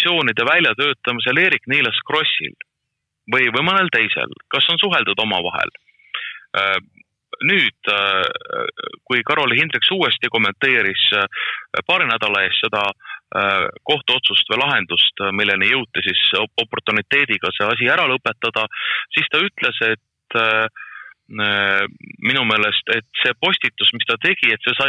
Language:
Estonian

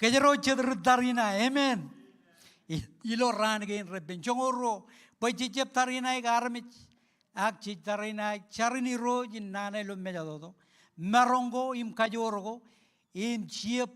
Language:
Marshallese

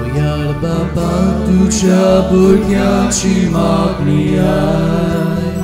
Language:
Konkani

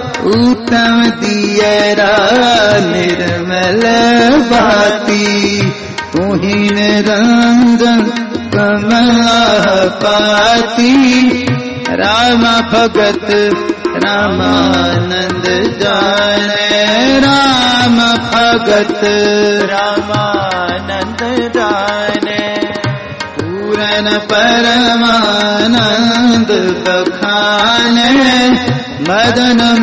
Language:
Hindi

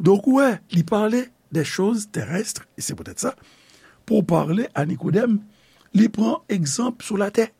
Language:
Haitian Creole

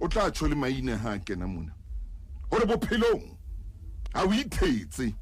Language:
Southern Sotho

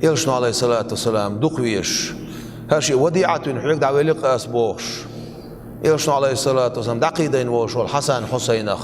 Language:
Chechen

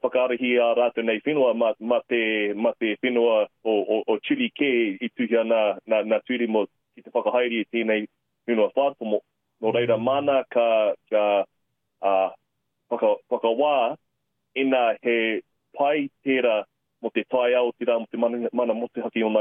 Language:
Māori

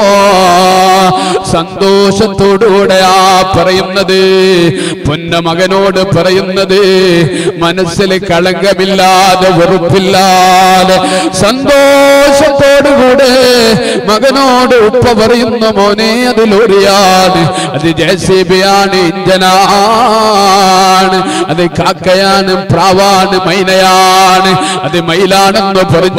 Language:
Malayalam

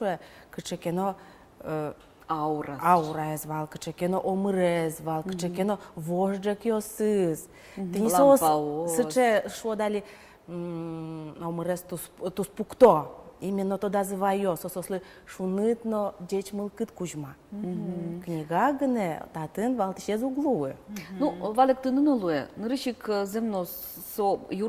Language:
Udmurt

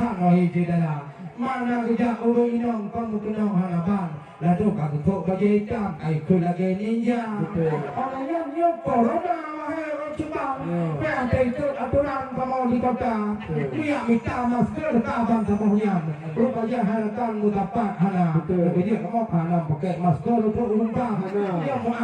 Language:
Achinese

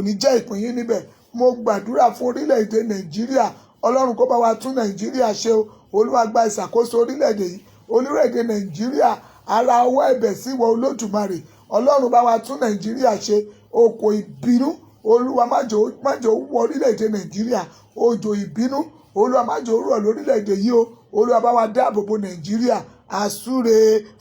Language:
Yoruba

